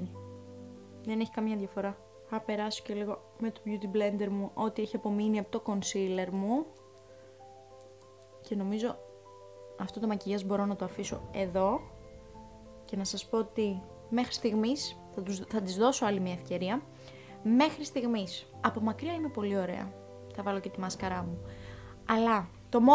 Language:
Greek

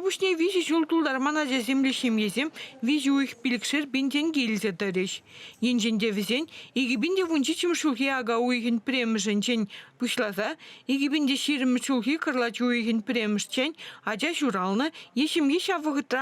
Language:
Chuvash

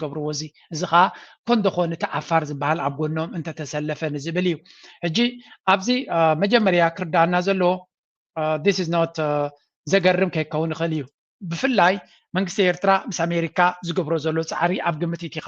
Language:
Tigrinya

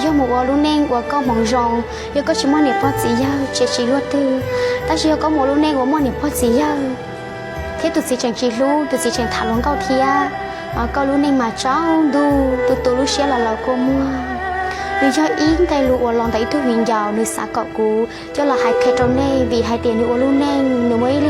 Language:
Hmong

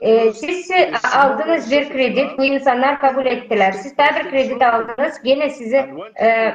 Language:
Gagauz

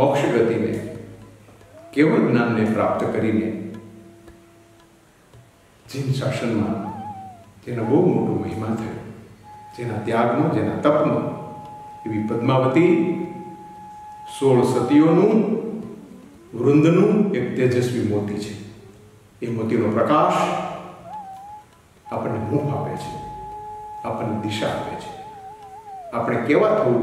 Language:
Gujarati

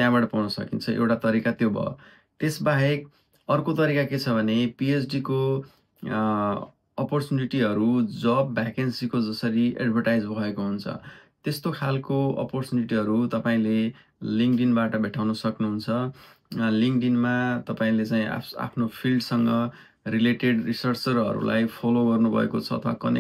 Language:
Nepali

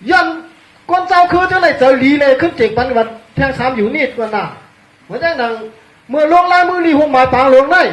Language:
Shan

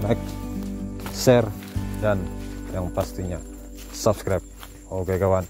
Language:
Banjar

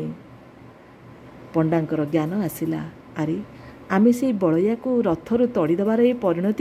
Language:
Odia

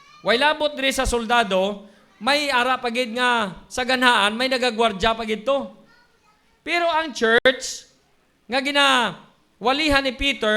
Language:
Hiligaynon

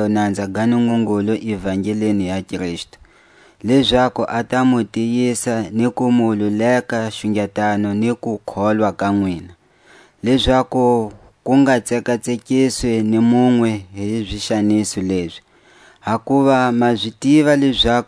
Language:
Tswa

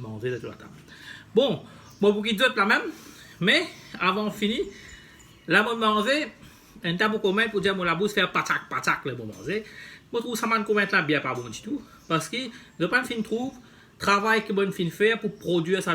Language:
Morisyen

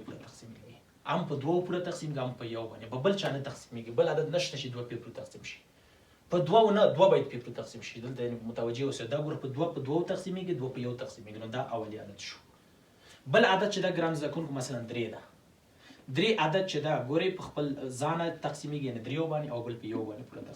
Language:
Pashto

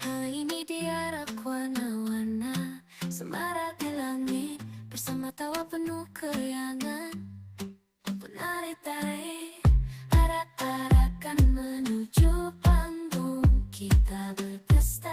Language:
Banjar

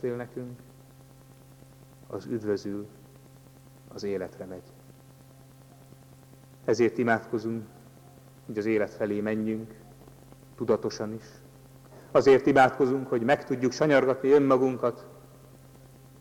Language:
Hungarian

